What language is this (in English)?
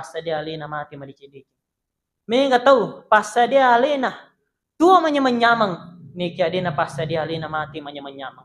Buginese